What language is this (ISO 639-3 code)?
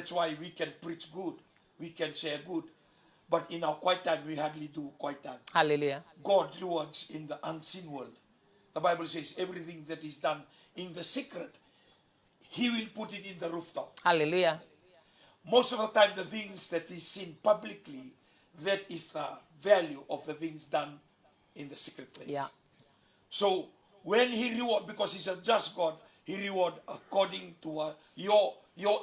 fij